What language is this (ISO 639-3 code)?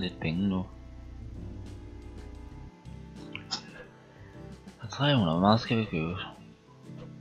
dan